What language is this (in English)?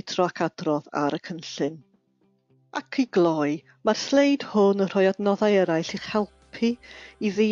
Welsh